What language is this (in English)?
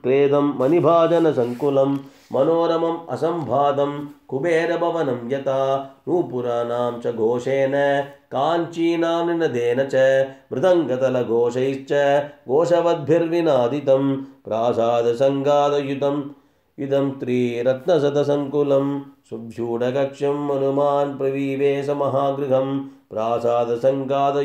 Sanskrit